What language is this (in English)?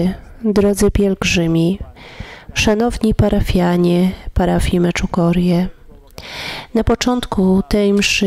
Polish